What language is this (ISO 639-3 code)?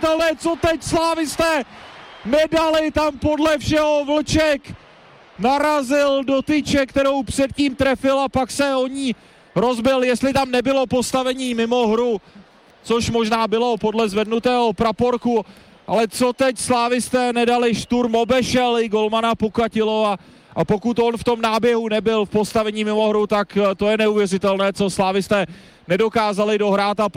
ces